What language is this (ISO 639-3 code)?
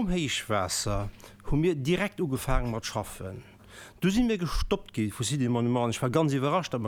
ltz